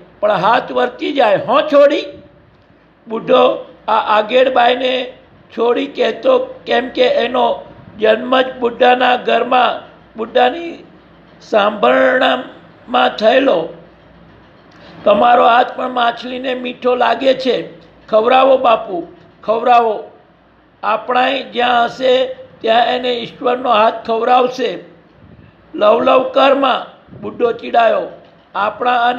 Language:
Gujarati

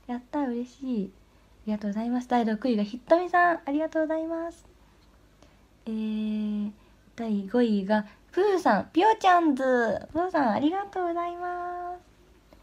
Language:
Japanese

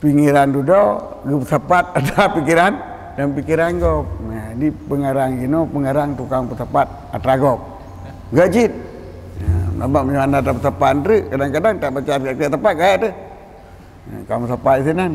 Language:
Achinese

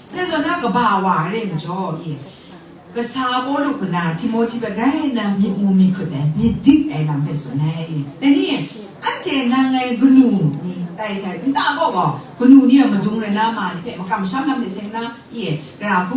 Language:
Kachin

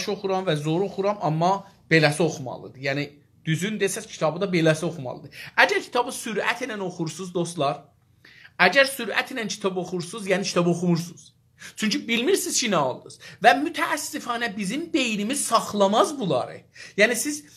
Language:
South Azerbaijani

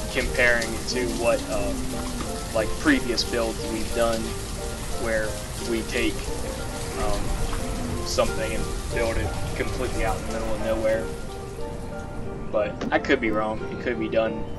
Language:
English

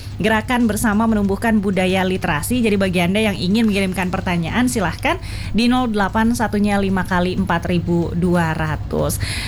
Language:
Indonesian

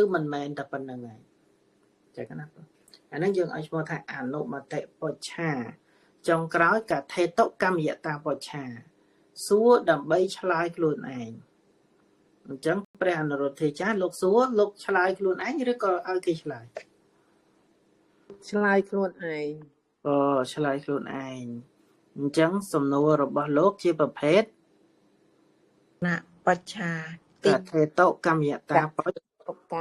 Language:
Khmer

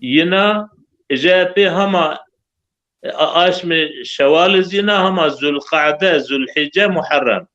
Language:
Zaza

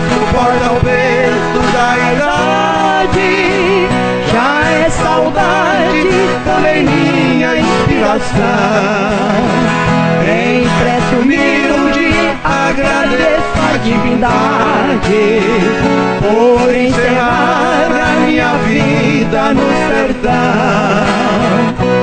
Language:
Portuguese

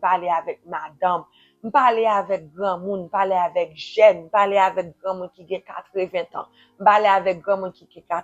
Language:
Haitian Creole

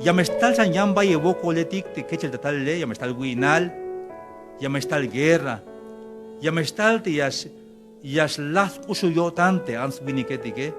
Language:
Tzeltal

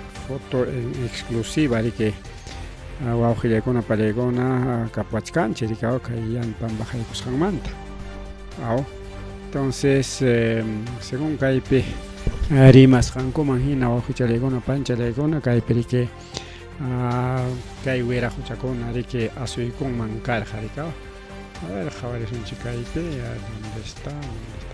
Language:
Ayacucho Quechua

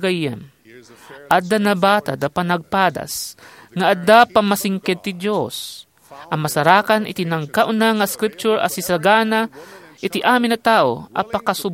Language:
Iloko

